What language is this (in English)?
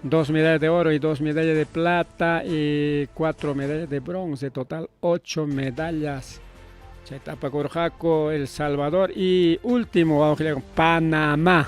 Ayacucho Quechua